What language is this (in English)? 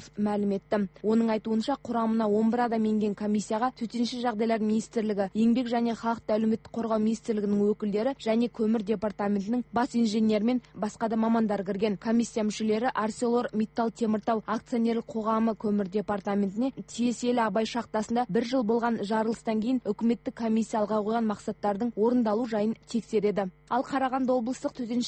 Kazakh